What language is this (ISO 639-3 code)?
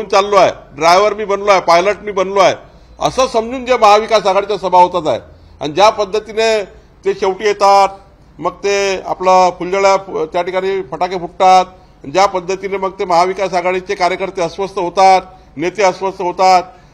mar